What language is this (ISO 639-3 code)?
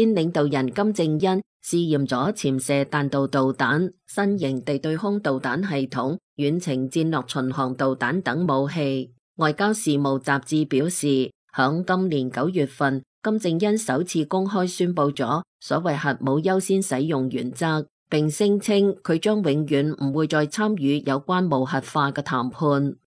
yue